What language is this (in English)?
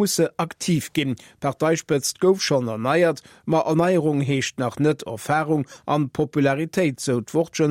Luxembourgish